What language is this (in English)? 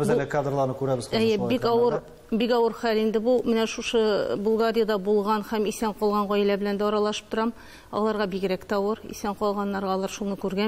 Tatar